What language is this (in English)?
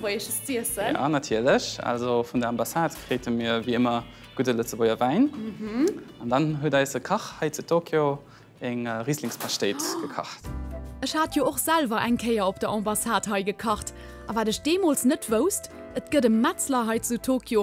Luxembourgish